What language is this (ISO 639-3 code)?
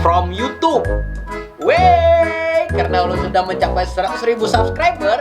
bjn